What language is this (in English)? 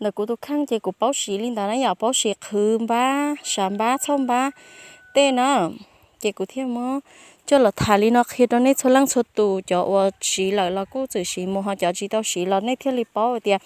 Hmong